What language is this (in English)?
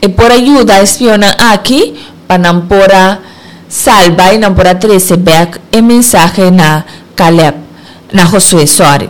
Papiamento